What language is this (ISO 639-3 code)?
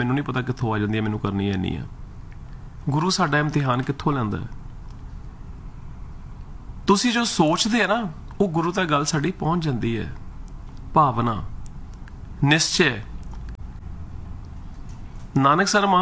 pan